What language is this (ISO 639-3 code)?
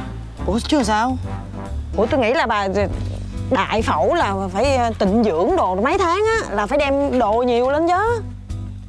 vie